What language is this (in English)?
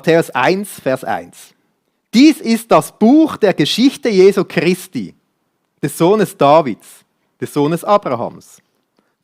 Swiss German